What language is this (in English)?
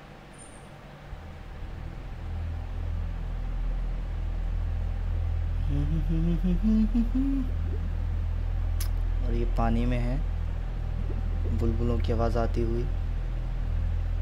Hindi